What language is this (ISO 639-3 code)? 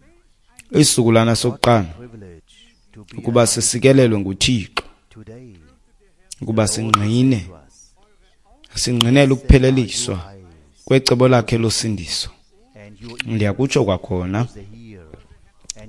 xho